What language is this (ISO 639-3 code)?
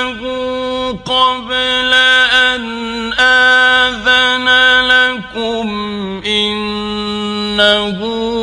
ara